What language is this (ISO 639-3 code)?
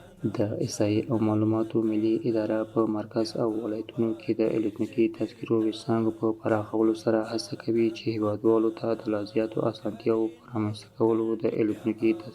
pus